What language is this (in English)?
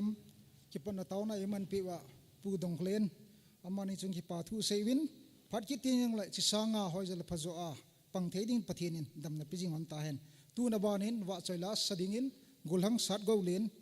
Thado Chin